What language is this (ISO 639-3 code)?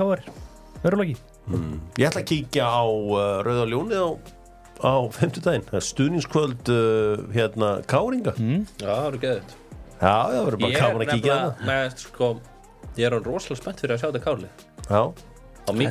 isl